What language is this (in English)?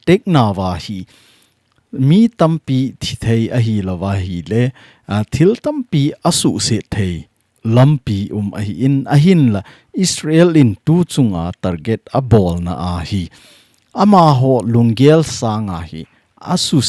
Thado Chin